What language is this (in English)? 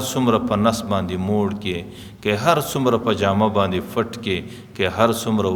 Pashto